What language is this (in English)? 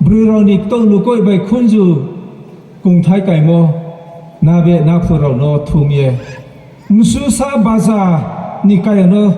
Riang (India)